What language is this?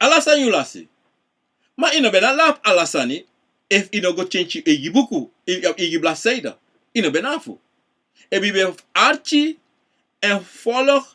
Sranan Tongo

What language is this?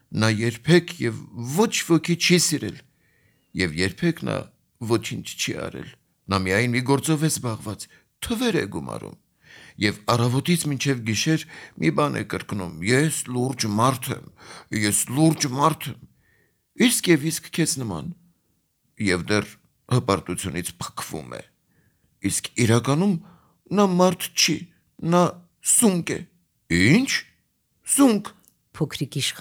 Armenian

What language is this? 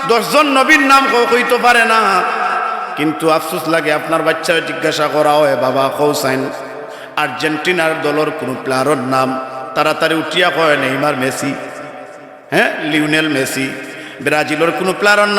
Sylheti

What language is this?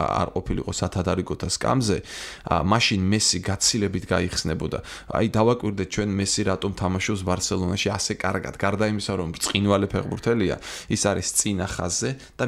Georgian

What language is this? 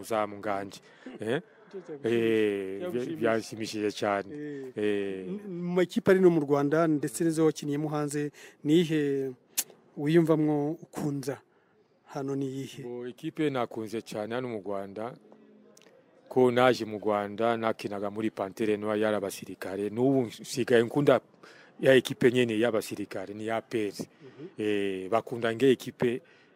Kinyarwanda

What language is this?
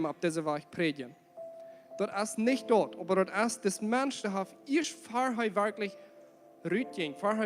Plautdietsch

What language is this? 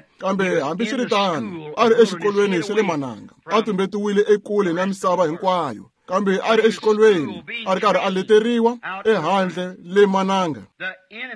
Tsonga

